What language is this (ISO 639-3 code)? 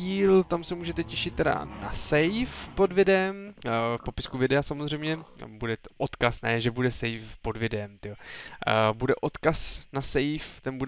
ces